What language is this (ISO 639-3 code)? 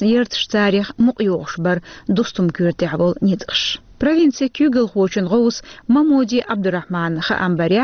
che